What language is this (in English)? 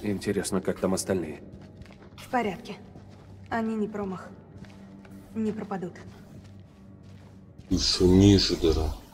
Russian